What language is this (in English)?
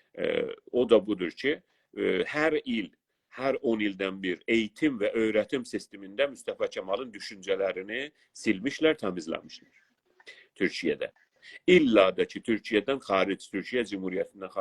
South Azerbaijani